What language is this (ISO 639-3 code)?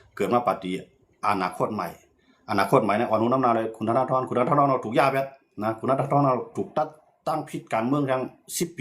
shn